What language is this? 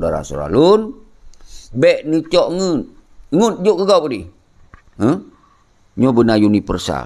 Achinese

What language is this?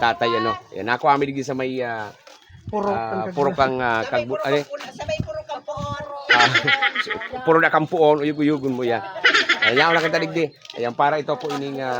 Bikol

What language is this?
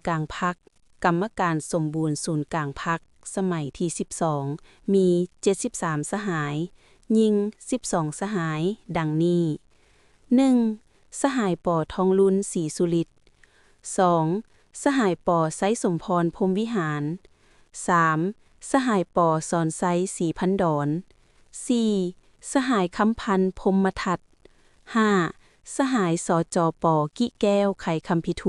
Lao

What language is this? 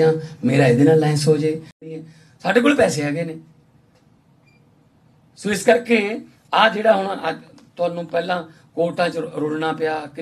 Punjabi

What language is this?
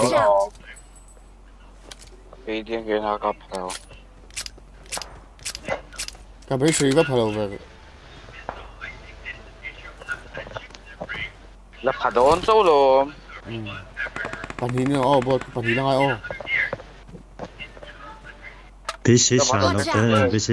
Vietnamese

